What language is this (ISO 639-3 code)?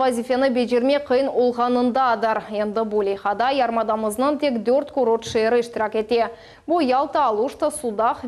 crh